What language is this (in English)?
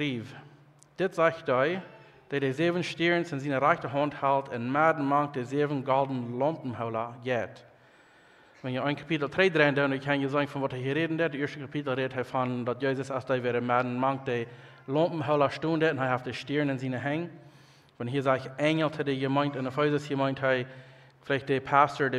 Plautdietsch